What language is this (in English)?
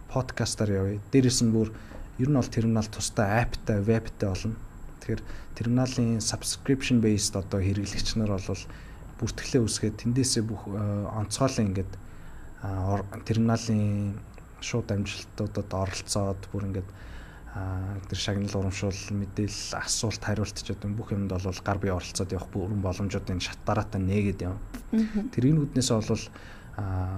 Mongolian